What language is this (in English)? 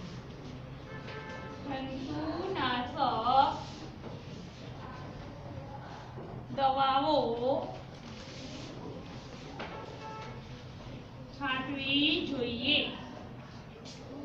Gujarati